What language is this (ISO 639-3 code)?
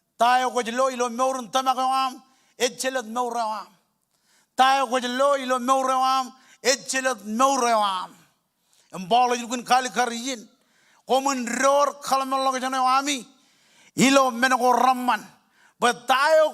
mah